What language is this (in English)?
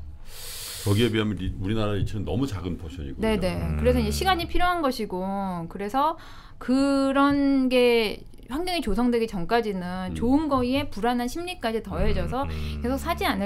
Korean